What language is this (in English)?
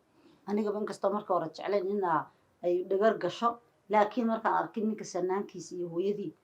Somali